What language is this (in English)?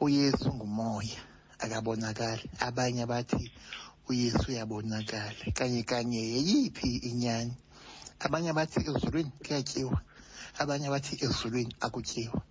Xhosa